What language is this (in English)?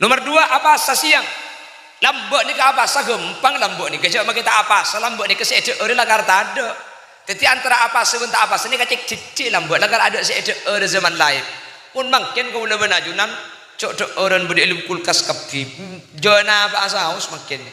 Madurese